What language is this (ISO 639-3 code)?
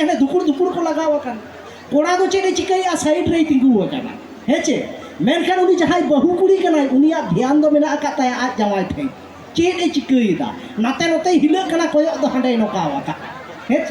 sat